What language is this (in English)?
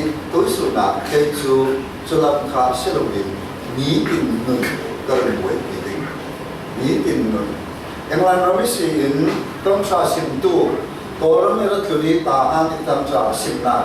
Falam Chin